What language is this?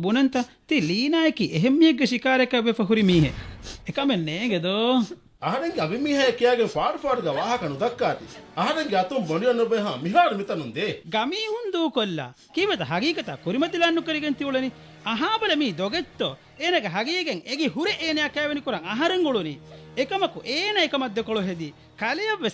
Divehi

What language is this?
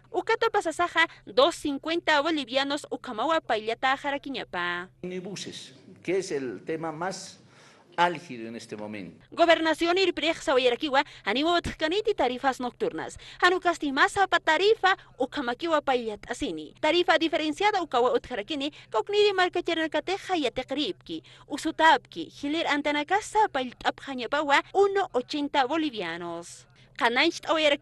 Aymara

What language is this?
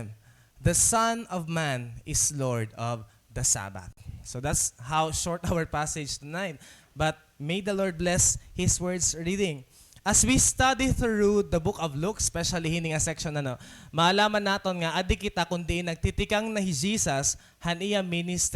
Waray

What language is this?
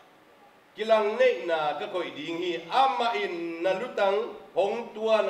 Tedim Chin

